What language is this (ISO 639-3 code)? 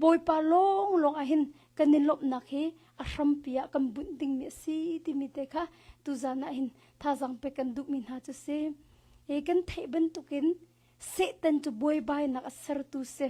cnh